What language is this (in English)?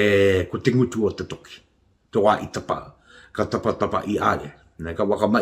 Māori